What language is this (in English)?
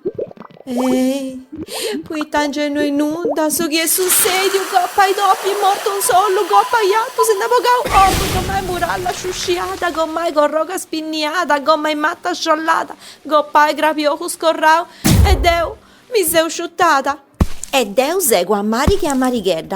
Sardinian